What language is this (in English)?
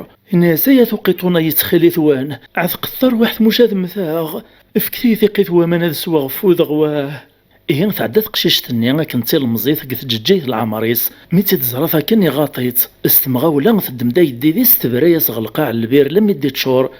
Kabyle